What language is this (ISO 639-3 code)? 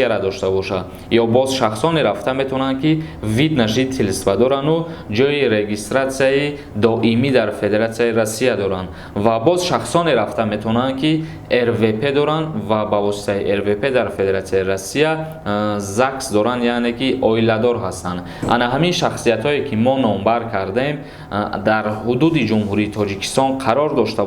tgk